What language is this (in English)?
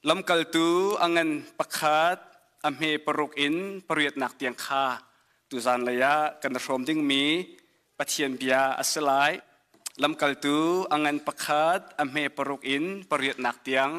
Hakha Chin